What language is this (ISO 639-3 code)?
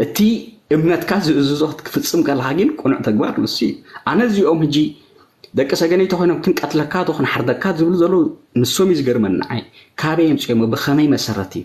tir